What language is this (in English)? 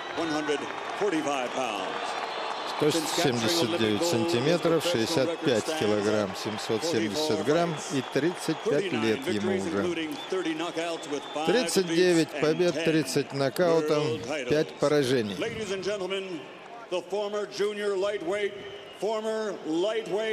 Russian